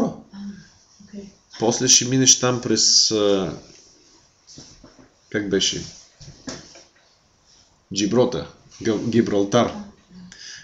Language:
Bulgarian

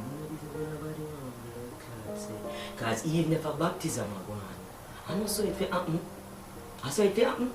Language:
Jamaican Creole English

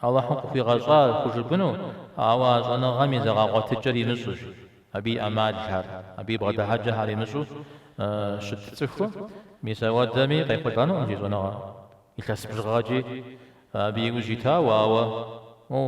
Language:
Kabardian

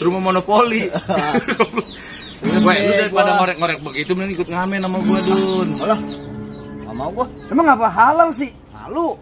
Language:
Betawi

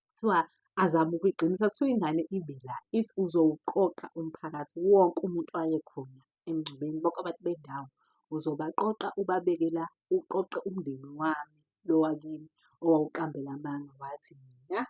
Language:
Zulu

